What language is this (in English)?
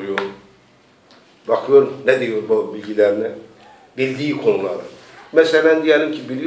Turkish